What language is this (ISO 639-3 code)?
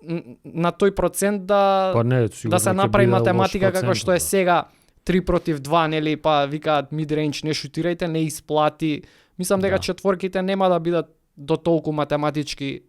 mkd